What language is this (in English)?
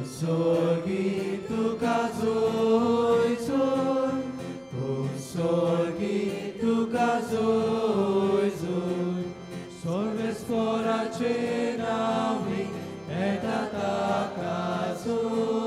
Konkani